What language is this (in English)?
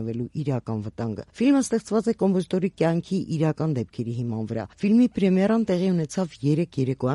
Armenian